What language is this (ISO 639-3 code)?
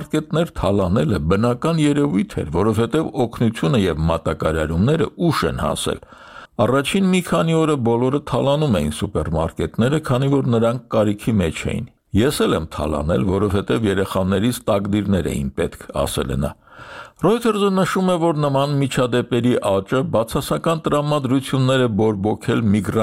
hye